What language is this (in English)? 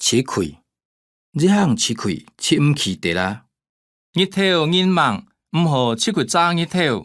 Hakka Chinese